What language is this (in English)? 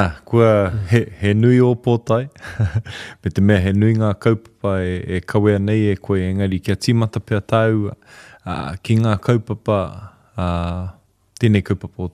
Māori